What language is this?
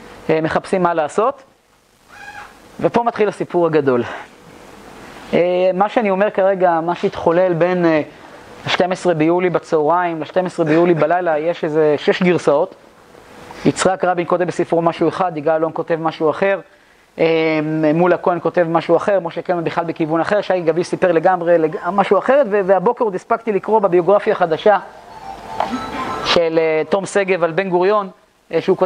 Hebrew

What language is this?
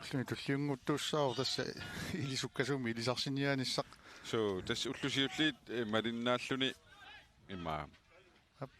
Kalaallisut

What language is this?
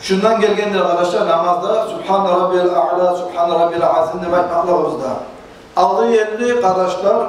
Kumyk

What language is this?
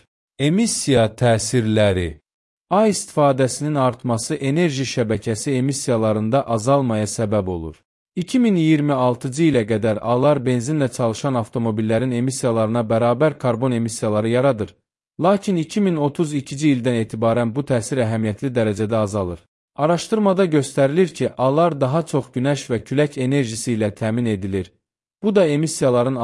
Azerbaijani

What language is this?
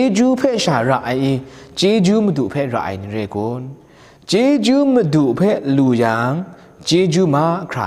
Kachin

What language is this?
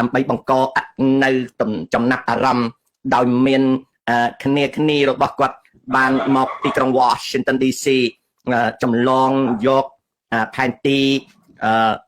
Khmer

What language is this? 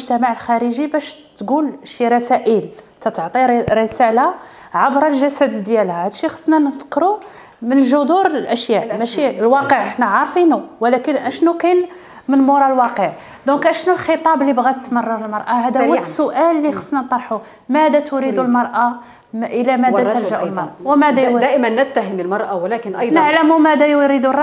Moroccan Arabic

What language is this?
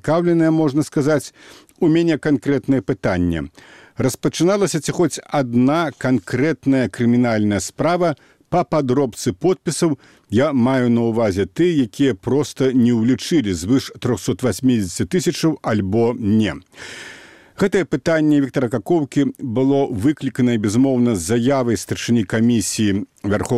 Belarusian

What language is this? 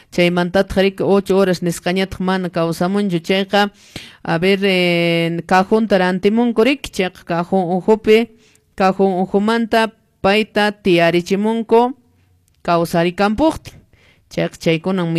Quechua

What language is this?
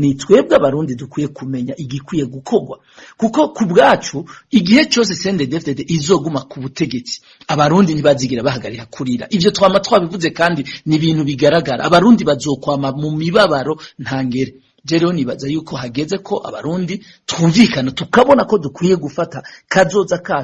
Rundi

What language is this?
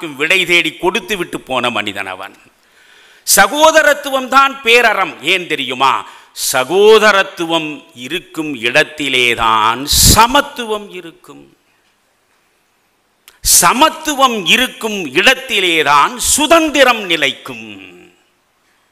Tamil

